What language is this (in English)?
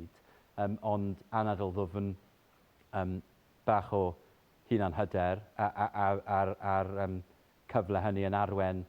Welsh